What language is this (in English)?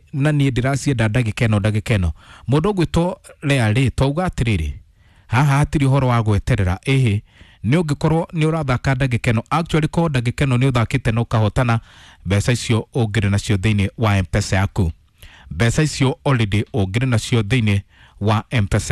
Kikuyu